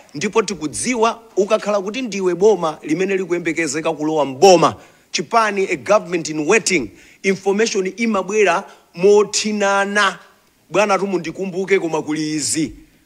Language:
Nyanja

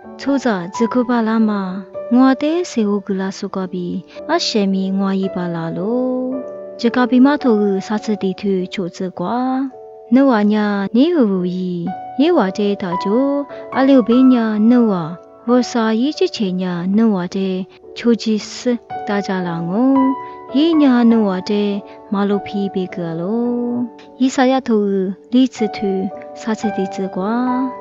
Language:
Lisu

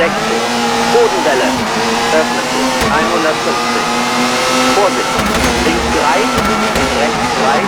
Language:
Bavarian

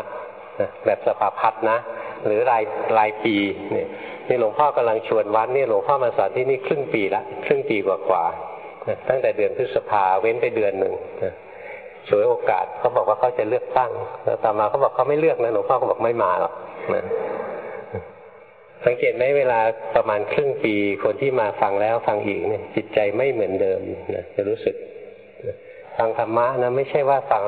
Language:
Thai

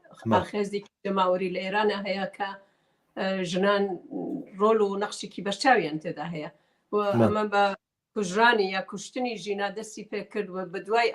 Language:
Central Kurdish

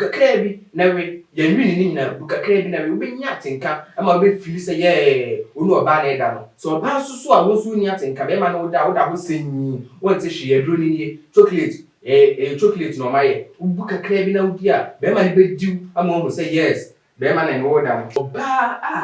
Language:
Akan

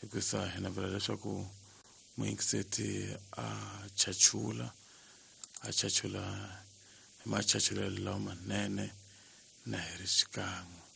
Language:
Tsonga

